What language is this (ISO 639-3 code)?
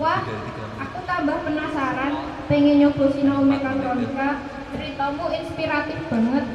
jav